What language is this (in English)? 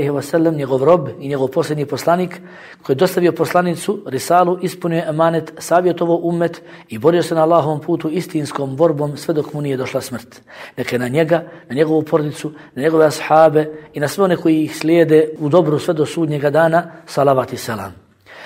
Bosnian